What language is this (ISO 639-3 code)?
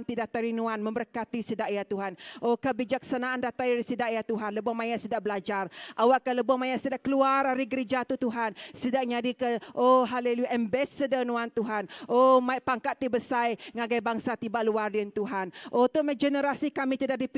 iba